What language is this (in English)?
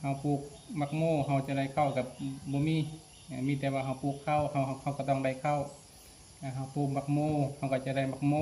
Lao